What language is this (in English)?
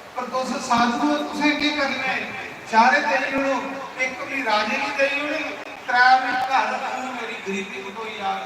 Dogri